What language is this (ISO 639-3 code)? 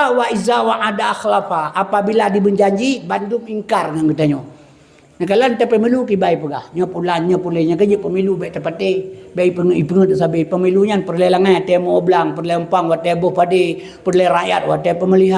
ace